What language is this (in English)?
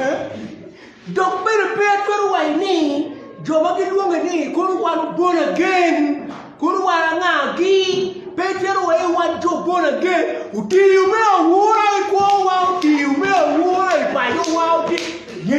Acoli